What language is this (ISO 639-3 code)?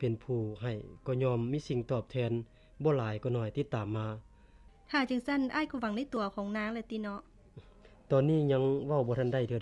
lao